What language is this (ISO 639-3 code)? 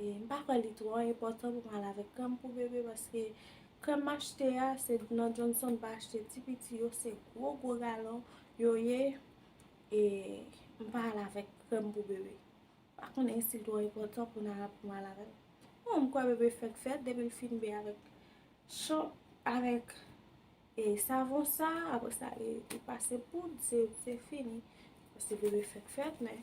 hat